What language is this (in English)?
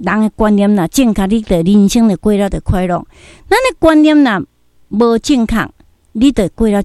Min Nan Chinese